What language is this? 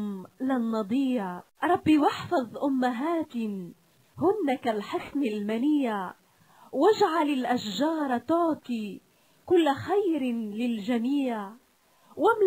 Arabic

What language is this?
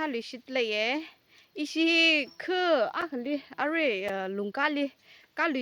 Tangkhul Naga (India)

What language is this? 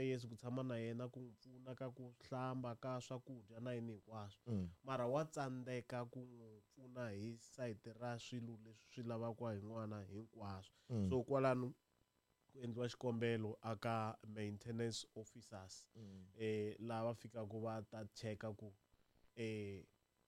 Tsonga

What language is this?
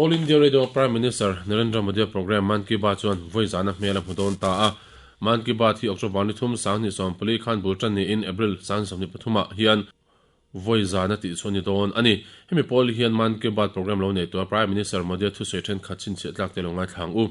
Mizo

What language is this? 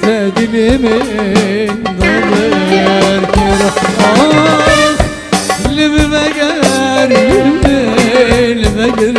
Kurdish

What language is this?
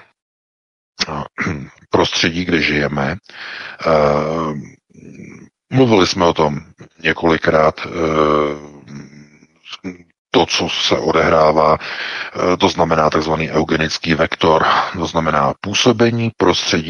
Czech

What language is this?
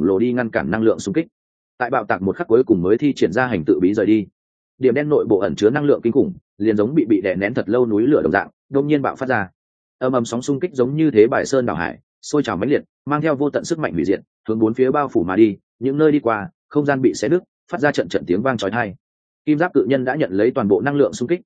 Vietnamese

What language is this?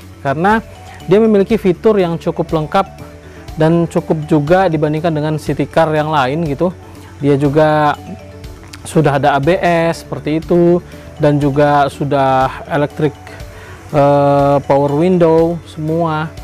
Indonesian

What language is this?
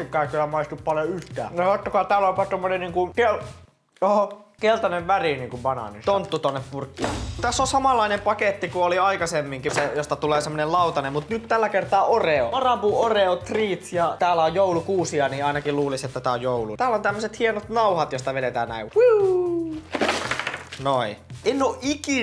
Finnish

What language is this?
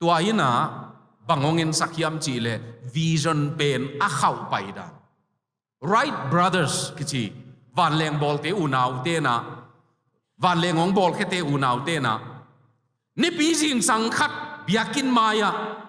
Tedim Chin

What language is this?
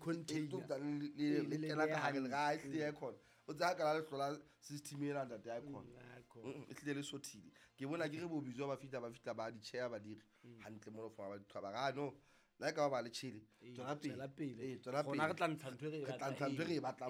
Southern Sotho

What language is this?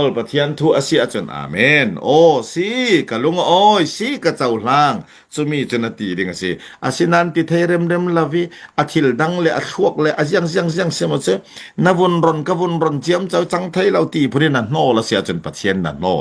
Falam Chin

